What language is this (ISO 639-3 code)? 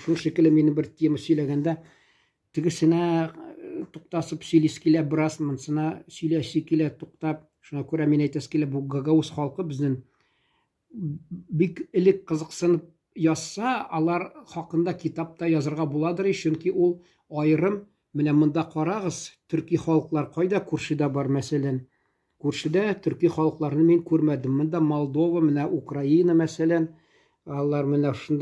tat